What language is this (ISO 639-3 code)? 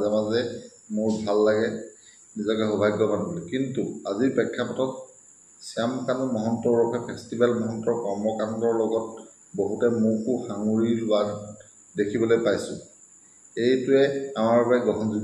asm